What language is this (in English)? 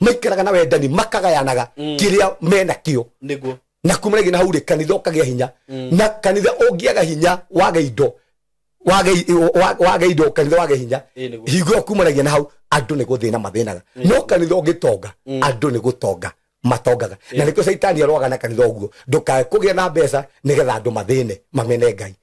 Kikuyu